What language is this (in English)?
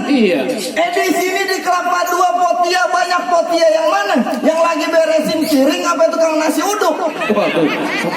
Betawi